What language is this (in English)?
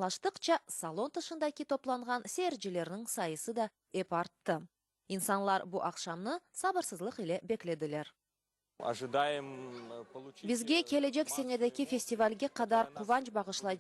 Crimean Tatar